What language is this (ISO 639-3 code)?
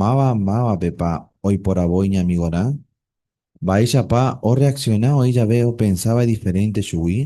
grn